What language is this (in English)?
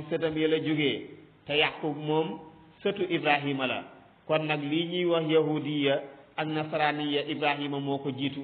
Wolof